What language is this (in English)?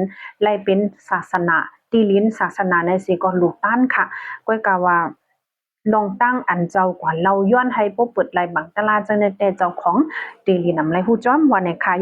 Shan